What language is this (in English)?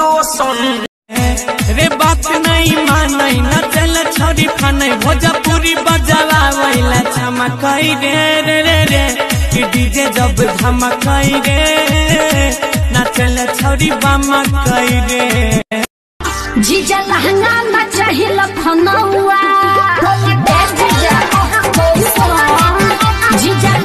Bhojpuri